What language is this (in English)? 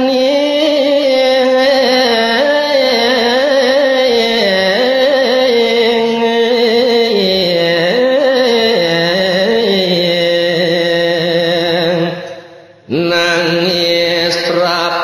Balinese